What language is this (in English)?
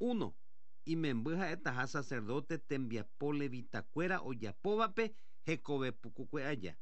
Guarani